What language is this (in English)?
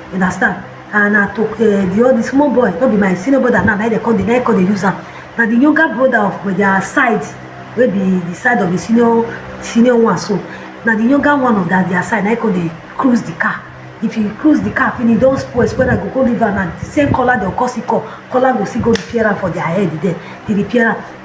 Nigerian Pidgin